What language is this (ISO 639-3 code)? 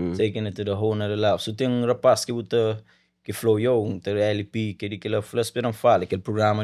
kea